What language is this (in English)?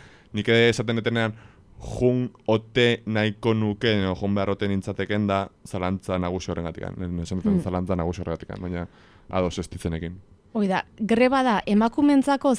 Basque